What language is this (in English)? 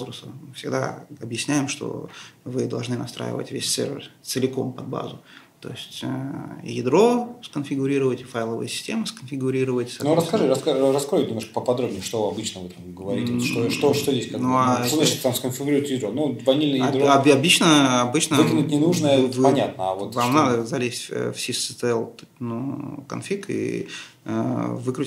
Russian